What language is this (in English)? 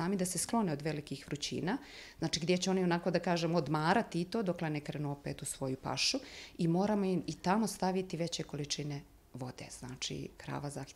Bosnian